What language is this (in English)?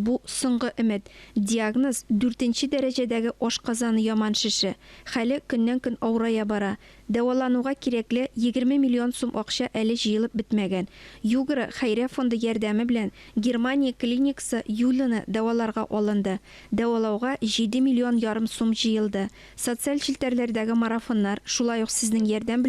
Tatar